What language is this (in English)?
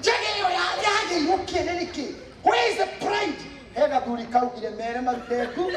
Kikuyu